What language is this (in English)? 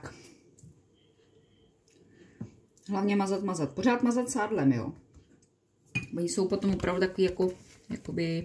Czech